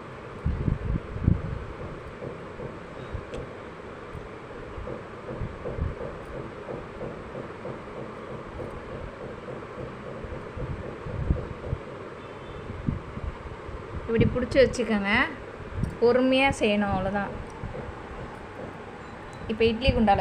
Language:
Tamil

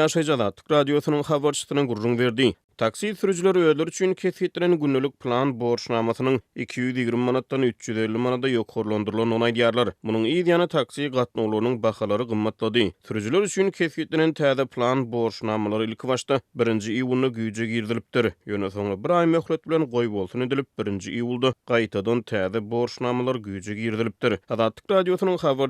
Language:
Turkmen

